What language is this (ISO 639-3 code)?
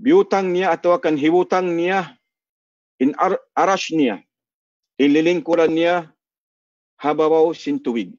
tsg